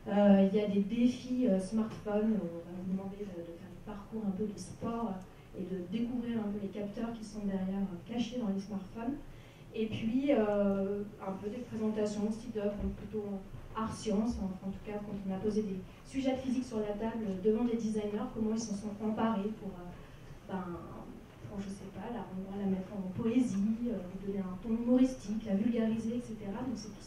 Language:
French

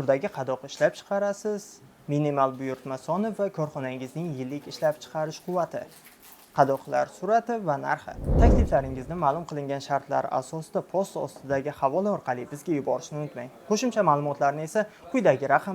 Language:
Uzbek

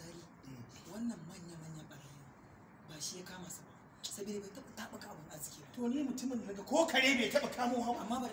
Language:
Hausa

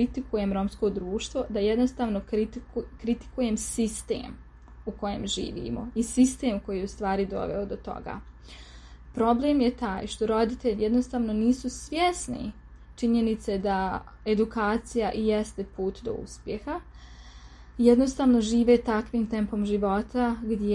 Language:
Serbian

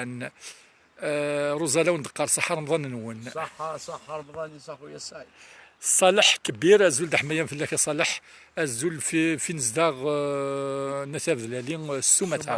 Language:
Kabyle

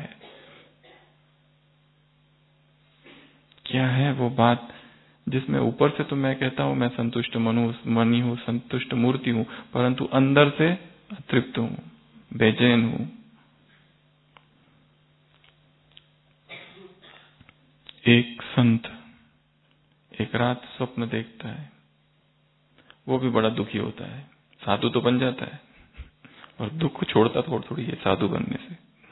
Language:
Hindi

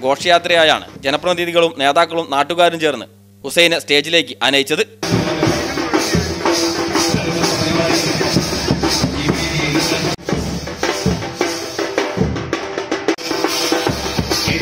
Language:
Malayalam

